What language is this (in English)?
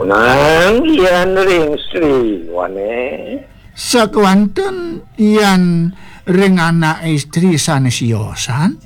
Balinese